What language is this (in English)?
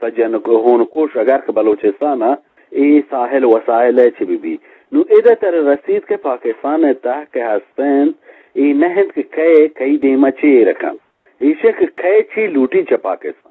Eastern Balochi